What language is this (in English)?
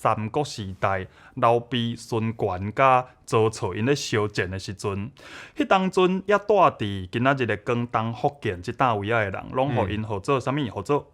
Min Nan Chinese